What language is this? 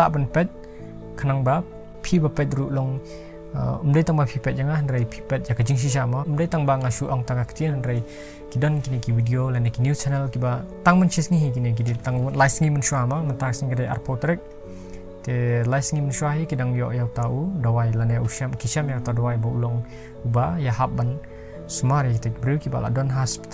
Khasi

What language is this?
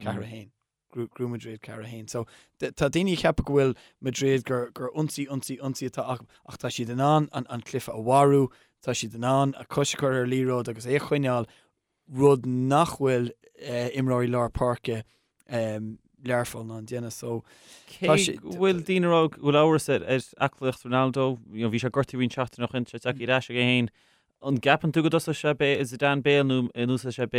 Irish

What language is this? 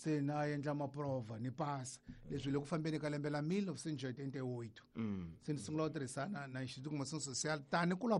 Tsonga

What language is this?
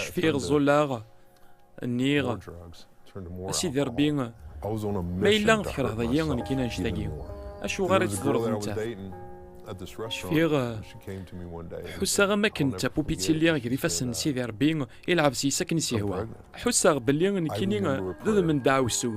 Kabyle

